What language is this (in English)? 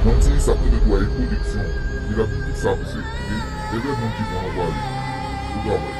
Haitian Creole